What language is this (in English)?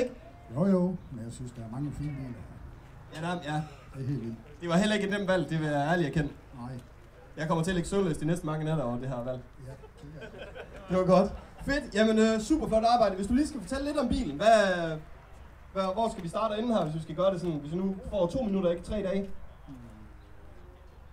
Danish